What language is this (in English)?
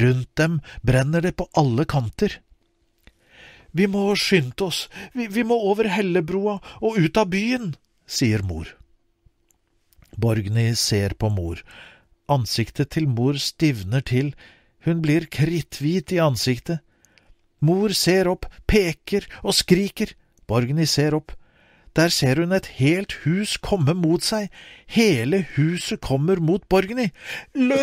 Norwegian